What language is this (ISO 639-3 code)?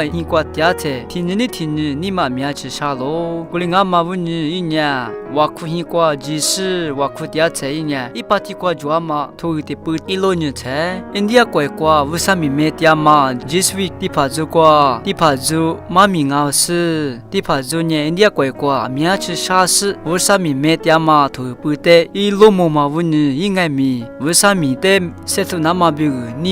lis